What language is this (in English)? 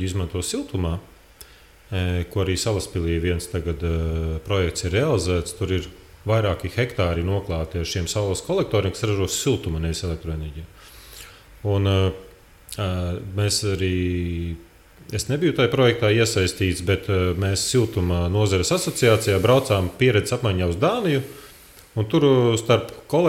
Latvian